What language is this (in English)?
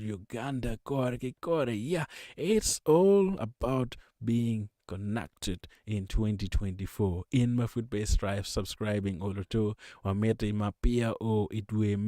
Acoli